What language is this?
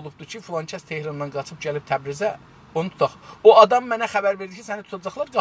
South Azerbaijani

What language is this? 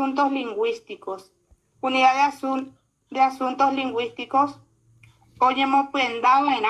Guarani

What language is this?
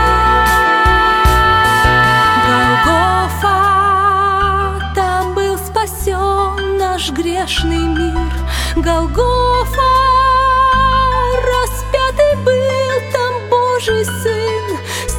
Russian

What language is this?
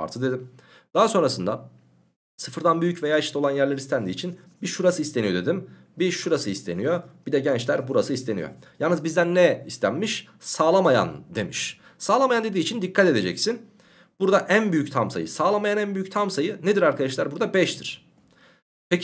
Turkish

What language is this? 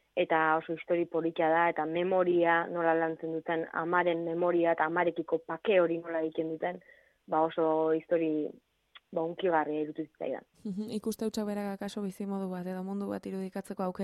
Basque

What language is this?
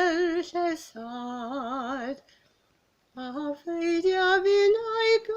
Welsh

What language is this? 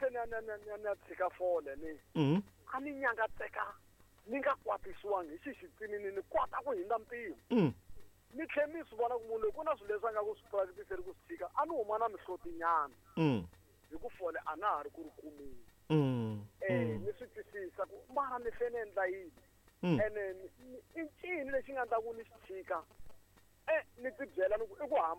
Tsonga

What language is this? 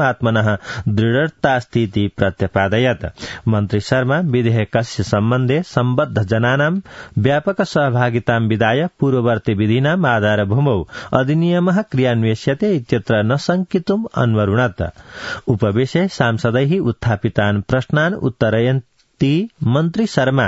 Sanskrit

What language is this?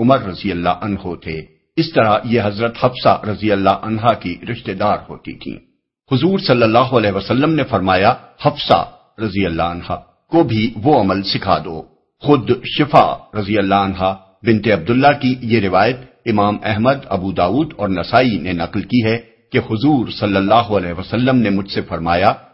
Urdu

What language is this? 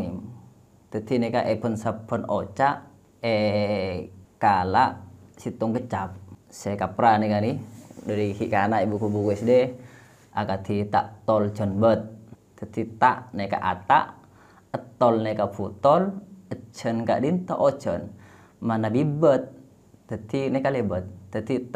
Madurese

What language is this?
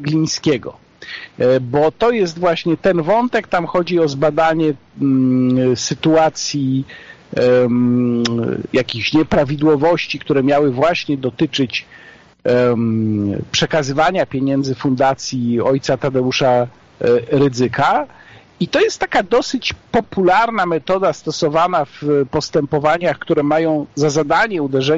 Polish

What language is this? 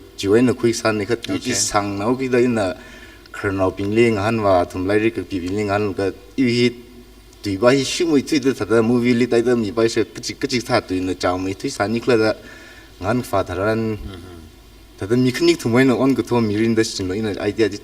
Tangkhul Naga (India)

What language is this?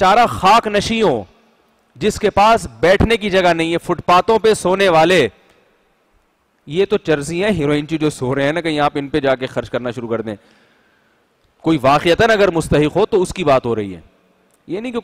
Urdu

